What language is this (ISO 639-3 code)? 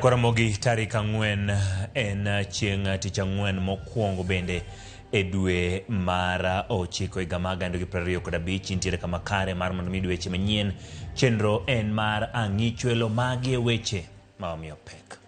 luo